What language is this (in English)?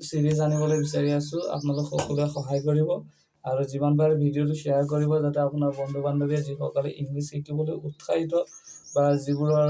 Assamese